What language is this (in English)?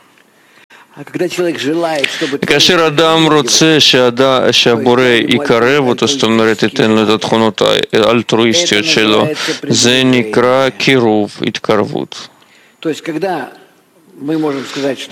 Hebrew